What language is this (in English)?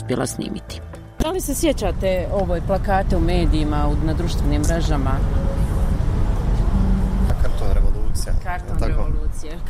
Bosnian